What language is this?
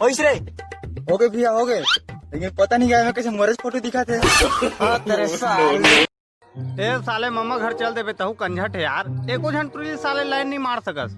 Chhattisgarhi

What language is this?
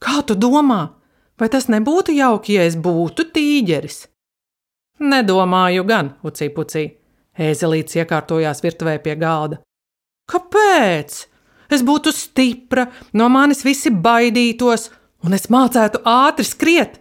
Latvian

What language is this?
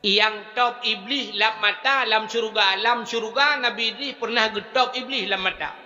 Achinese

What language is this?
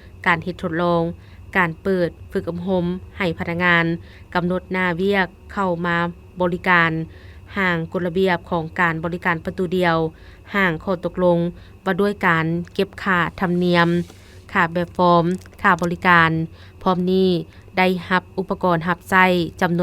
Lao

